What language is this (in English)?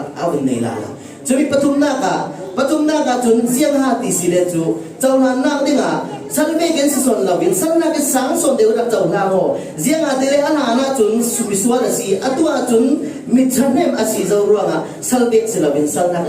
Falam Chin